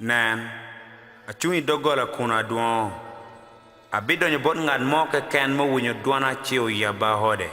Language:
Acoli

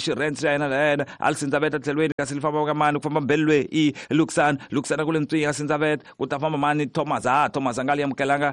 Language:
Tsonga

